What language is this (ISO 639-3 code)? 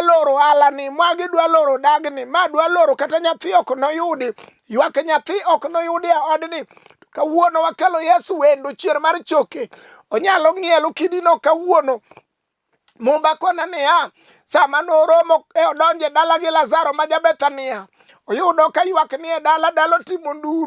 luo